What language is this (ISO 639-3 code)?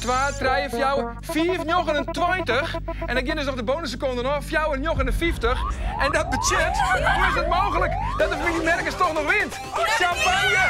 fry